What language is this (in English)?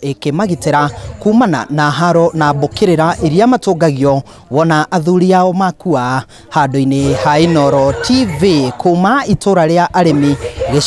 Kikuyu